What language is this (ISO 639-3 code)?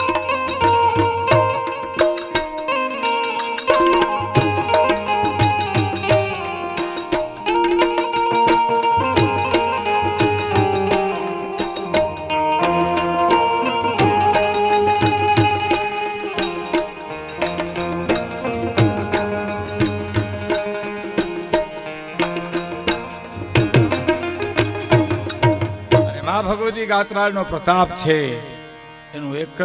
guj